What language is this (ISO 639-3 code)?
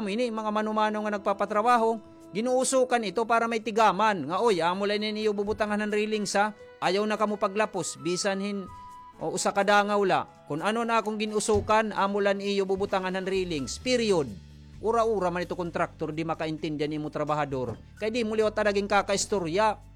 war